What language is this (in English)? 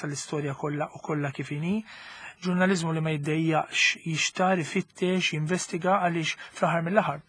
Maltese